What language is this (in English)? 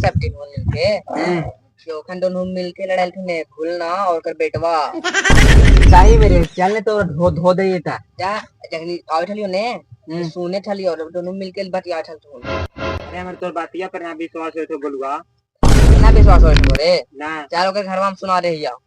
Magahi